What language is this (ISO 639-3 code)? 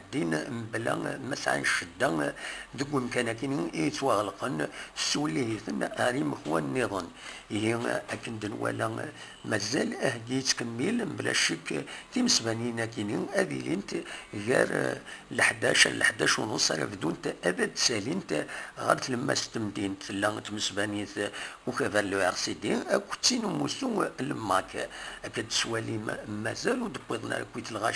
kab